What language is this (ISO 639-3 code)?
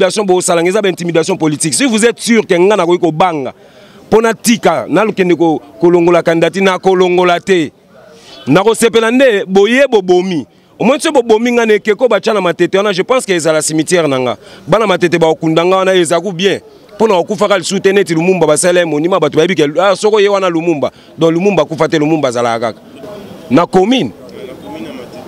lin